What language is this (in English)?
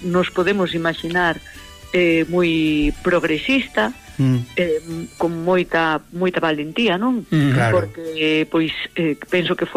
Galician